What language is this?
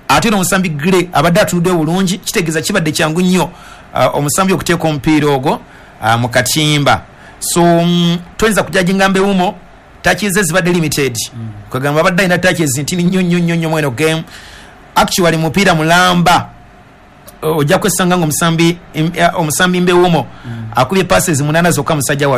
Ganda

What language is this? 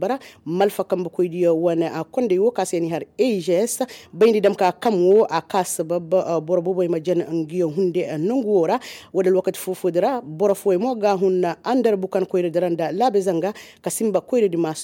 Koyraboro Senni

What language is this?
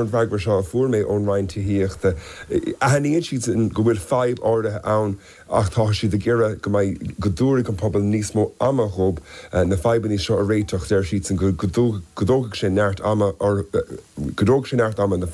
Irish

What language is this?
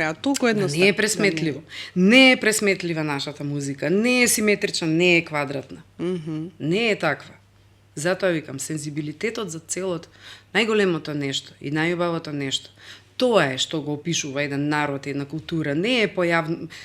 Macedonian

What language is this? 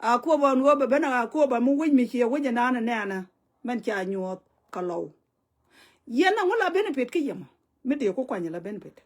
Nuer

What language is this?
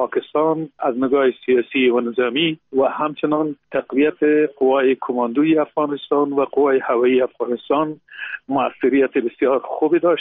Persian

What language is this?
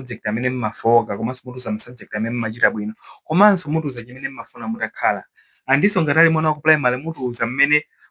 Nyanja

